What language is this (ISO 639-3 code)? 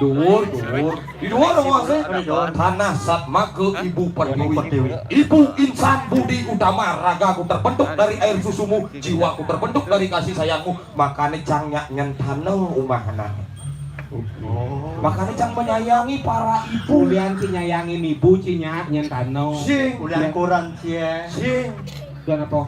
ban